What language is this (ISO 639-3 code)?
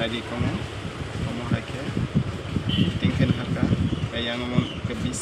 trp